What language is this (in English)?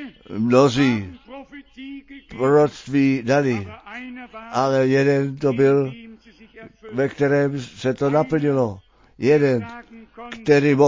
Czech